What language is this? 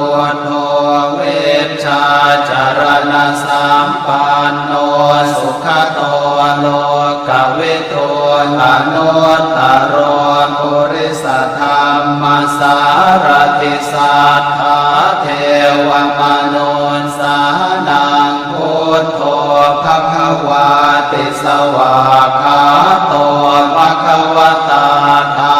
Pali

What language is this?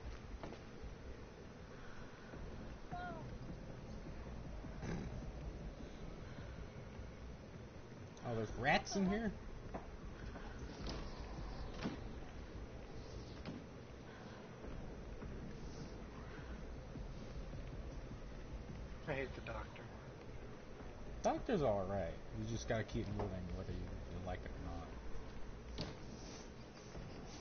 English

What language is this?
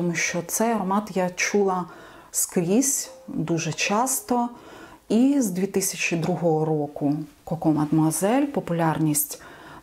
Ukrainian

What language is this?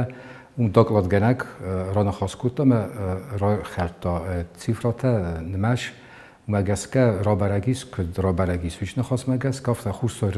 Ossetic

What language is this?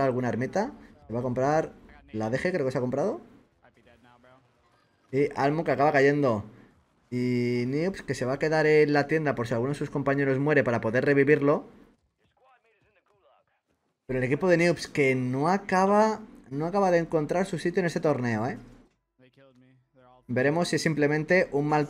Spanish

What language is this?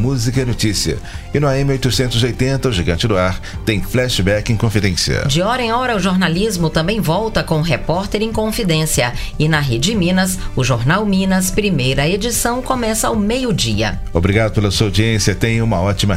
Portuguese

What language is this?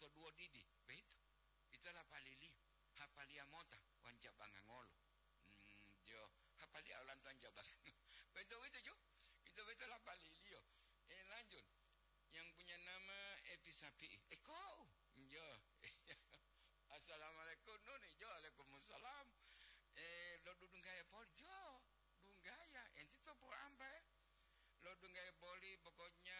Gorontalo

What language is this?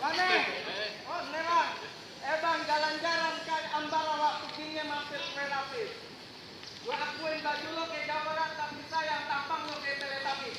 Betawi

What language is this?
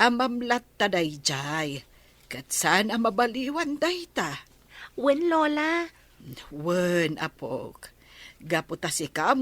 Iloko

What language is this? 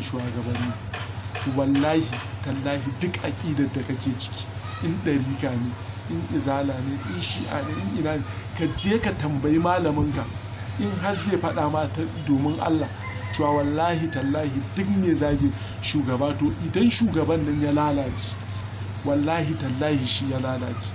Hausa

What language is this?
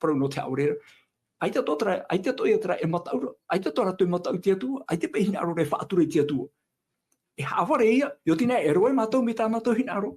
Tahitian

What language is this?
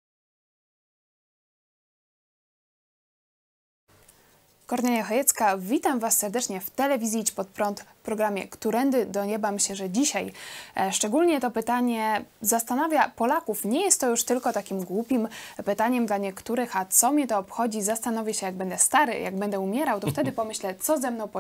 Polish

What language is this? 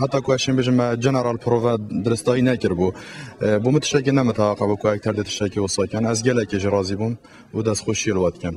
Kurdish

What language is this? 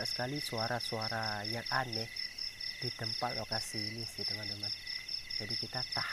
Indonesian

